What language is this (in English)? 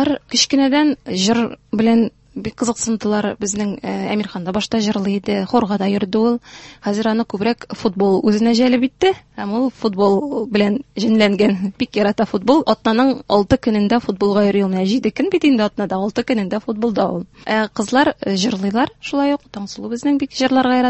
Tatar